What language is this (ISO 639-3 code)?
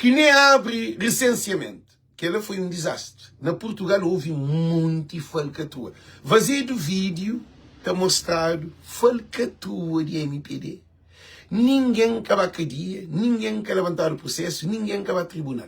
kea